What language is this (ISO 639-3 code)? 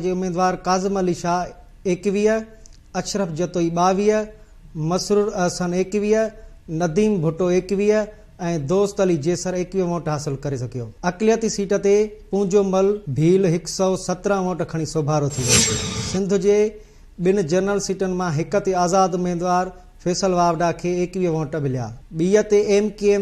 snd